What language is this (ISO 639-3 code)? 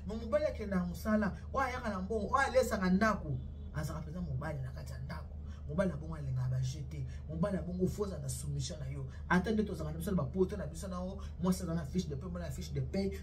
lin